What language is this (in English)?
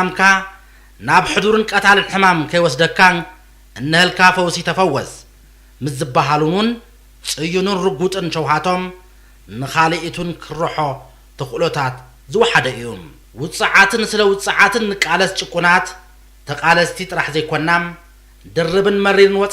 Tigrinya